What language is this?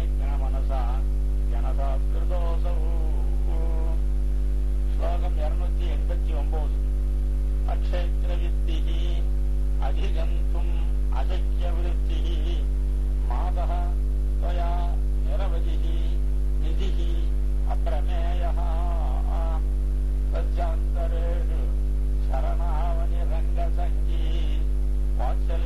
Tamil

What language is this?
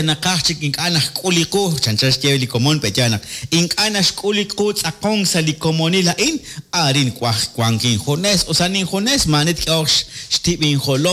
Kekchí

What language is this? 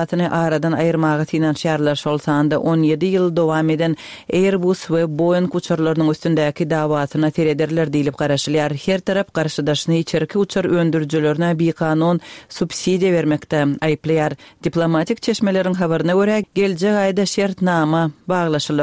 Turkmen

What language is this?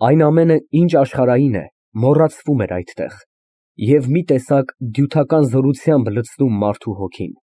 Armenian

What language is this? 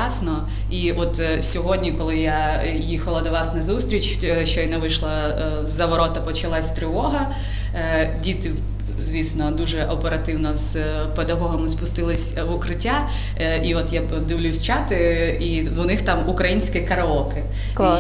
Ukrainian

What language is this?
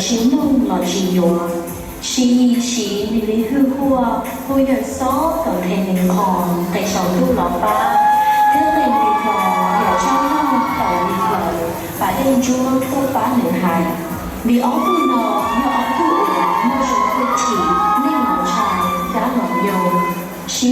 Hmong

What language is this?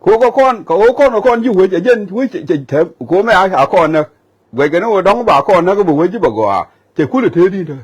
Nuer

